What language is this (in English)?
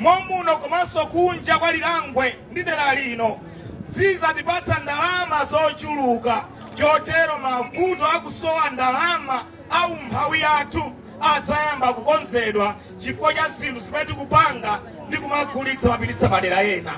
Nyanja